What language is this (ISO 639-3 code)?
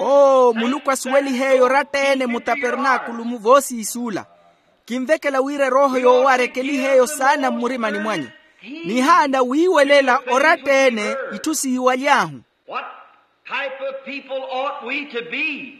vmw